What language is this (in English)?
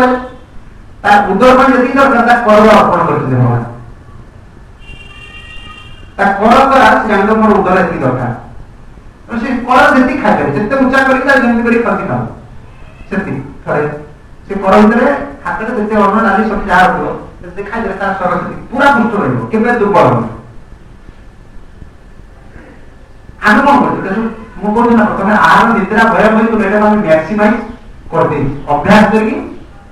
Odia